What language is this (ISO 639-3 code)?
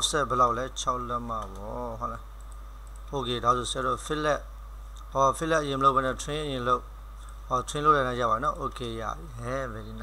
mya